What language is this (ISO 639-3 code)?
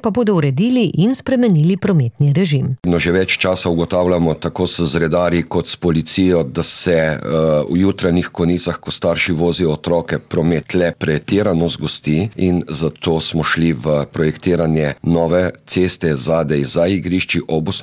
slv